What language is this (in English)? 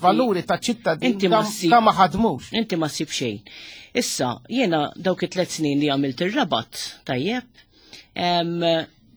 Maltese